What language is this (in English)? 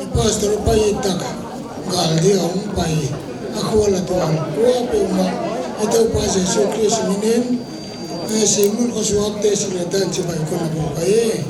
Paite Chin